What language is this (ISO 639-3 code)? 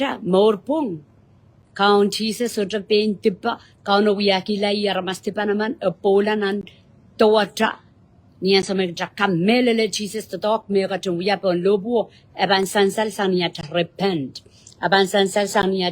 pon